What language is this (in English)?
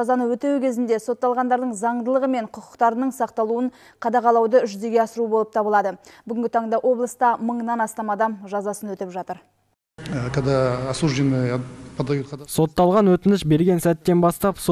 Kazakh